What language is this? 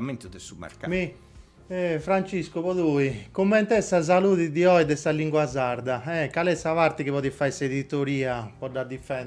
Sardinian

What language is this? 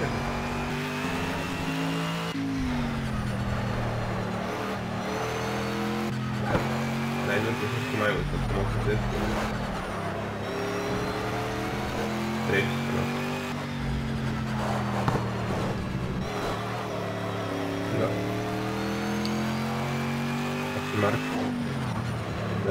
Croatian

